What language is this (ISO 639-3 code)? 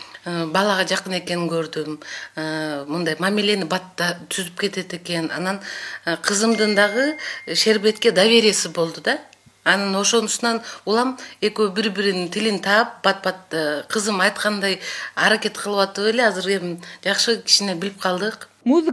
kir